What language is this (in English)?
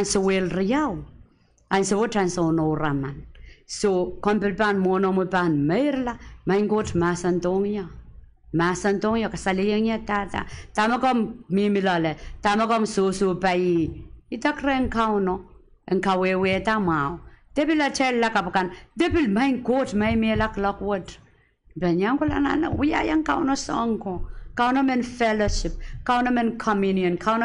Pohnpeian